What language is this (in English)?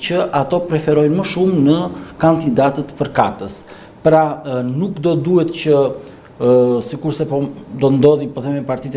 Albanian